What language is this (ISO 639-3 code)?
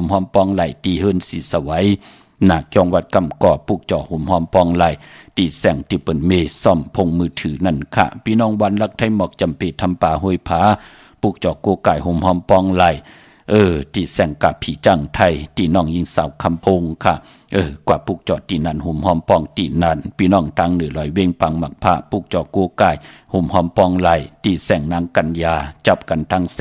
shn